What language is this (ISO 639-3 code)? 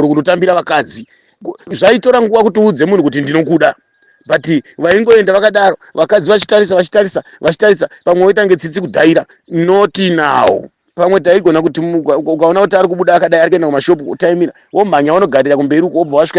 sna